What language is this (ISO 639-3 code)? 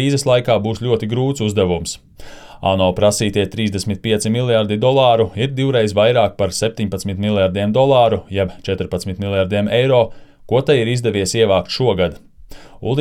lav